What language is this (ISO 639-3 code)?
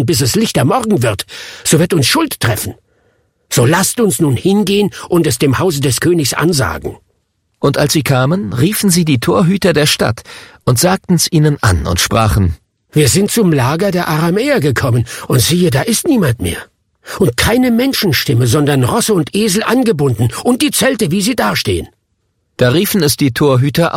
deu